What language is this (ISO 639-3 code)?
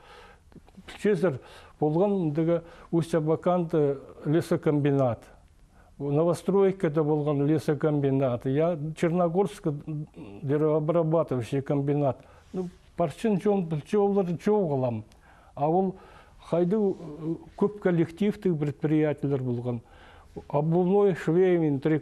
kjh